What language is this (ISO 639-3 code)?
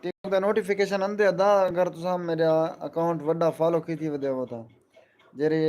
skr